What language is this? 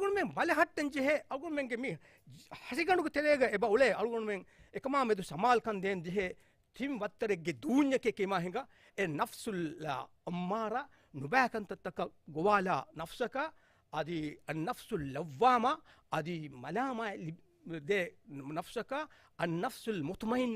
Divehi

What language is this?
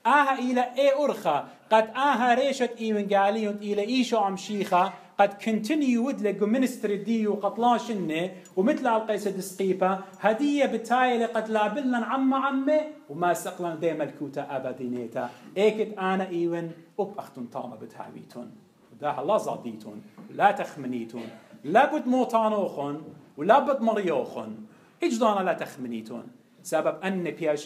Assyrian Neo-Aramaic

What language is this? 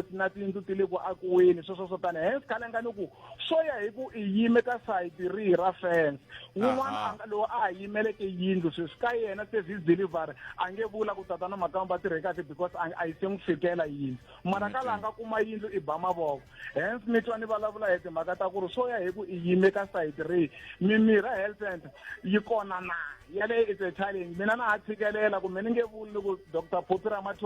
Tsonga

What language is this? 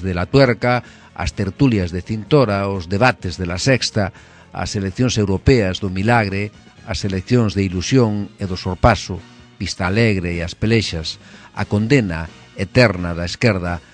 Galician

